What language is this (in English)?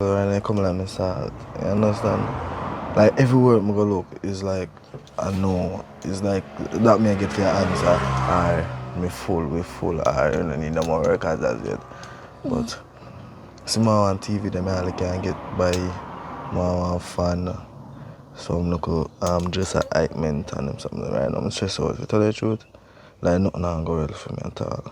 Jamaican Creole English